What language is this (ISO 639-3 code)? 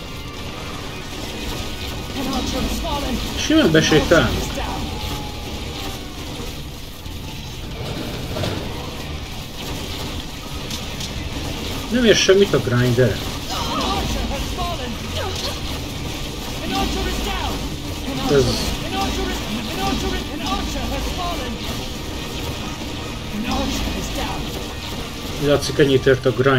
hun